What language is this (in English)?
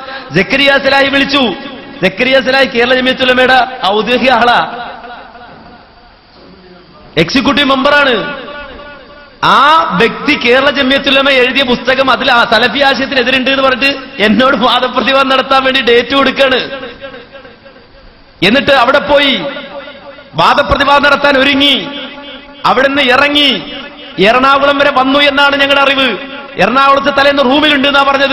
Malayalam